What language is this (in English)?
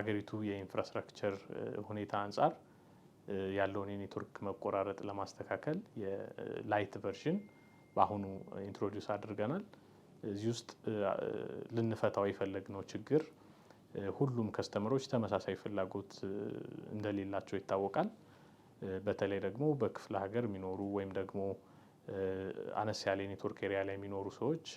Amharic